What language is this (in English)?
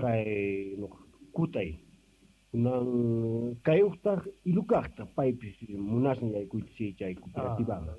Quechua